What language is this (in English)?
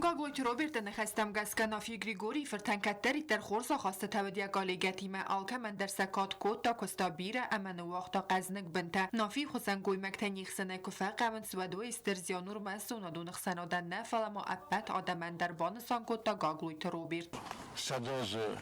Ossetic